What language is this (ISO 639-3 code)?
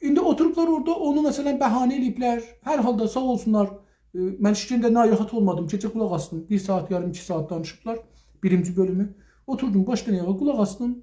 azb